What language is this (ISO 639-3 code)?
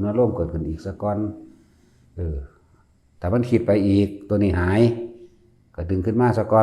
tts